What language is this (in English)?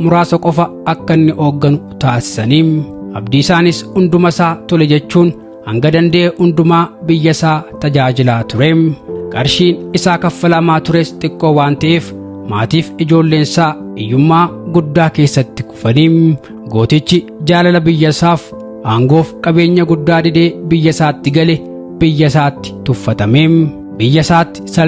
Oromo